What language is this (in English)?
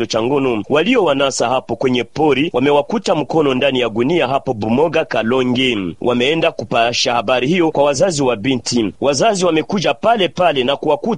Swahili